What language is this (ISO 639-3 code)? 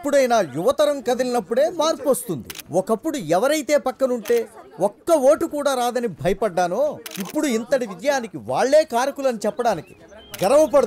tel